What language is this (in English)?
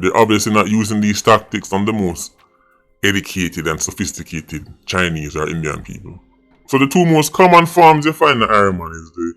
Jamaican Creole English